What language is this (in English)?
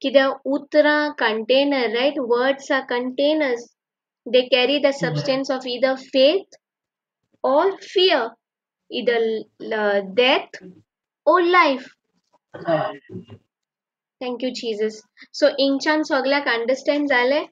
Konkani